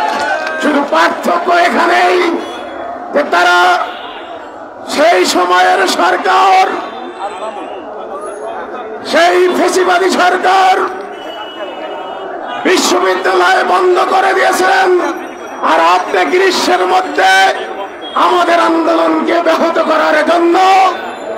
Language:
Bangla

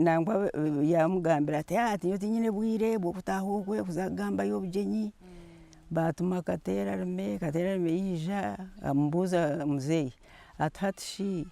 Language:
Nyankole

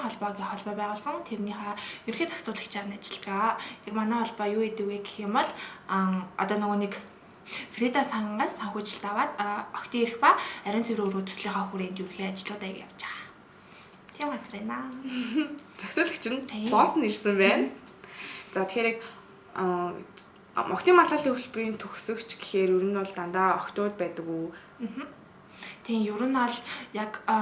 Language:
Mongolian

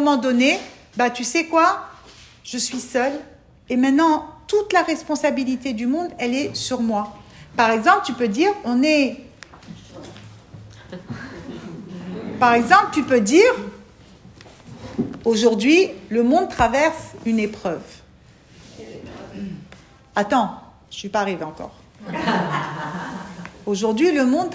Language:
French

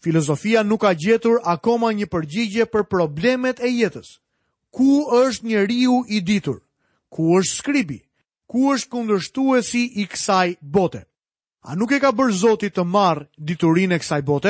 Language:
Albanian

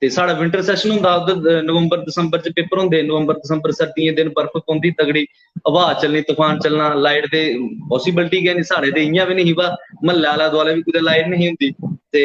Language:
Dogri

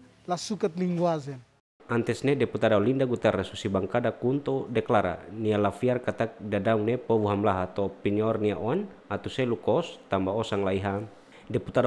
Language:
Tetum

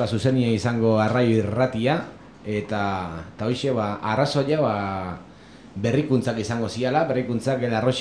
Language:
Basque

